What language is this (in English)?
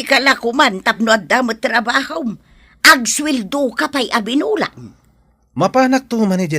Iloko